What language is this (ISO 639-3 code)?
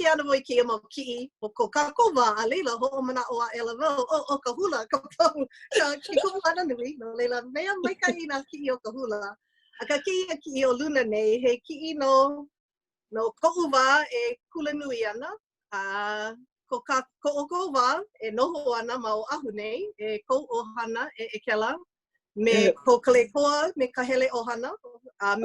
haw